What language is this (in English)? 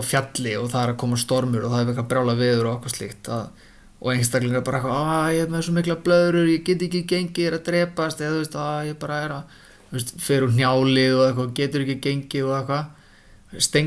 Icelandic